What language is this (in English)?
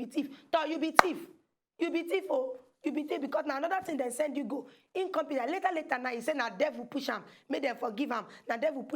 Nigerian Pidgin